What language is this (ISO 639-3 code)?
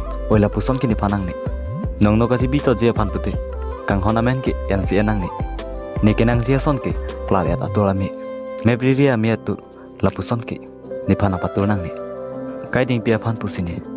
mjw